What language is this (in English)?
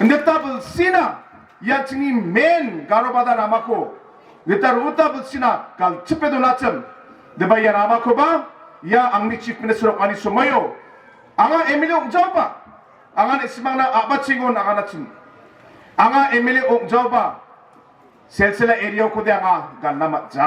Garo